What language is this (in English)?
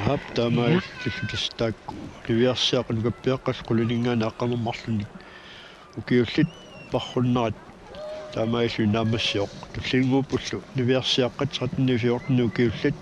Kalaallisut